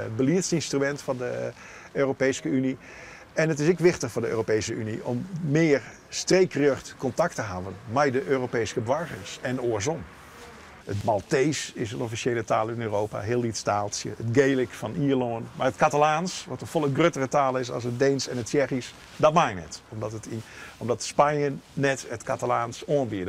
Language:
Western Frisian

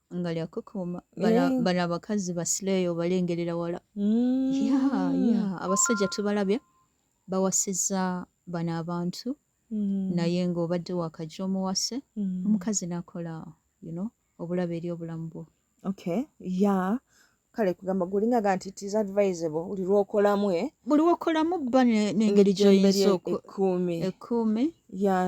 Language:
Ganda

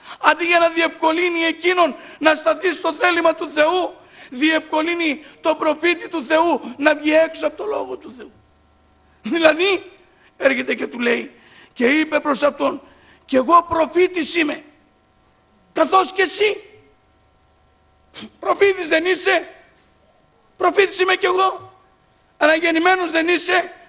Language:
Greek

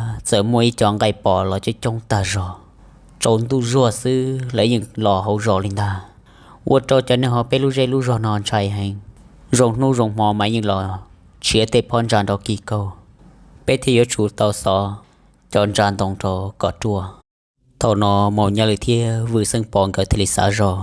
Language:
Hmong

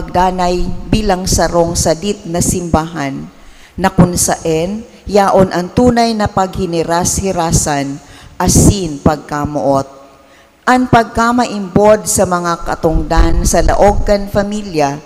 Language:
Bikol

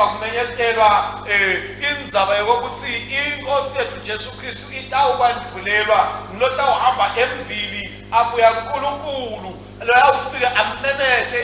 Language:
Swati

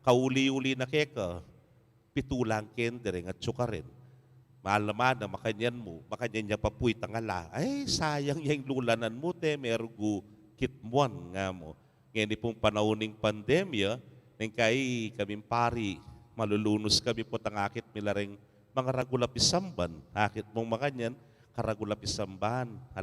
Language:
Pampanga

